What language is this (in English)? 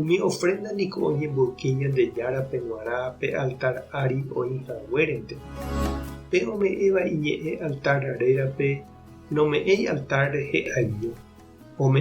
Guarani